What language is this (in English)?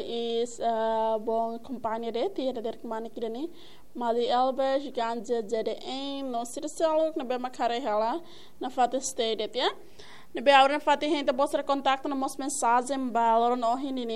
Tetum